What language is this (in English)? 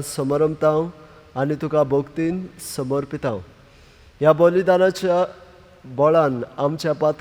Konkani